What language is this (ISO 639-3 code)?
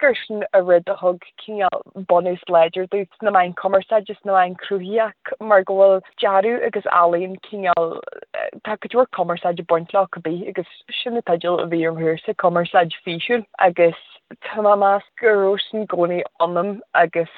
gle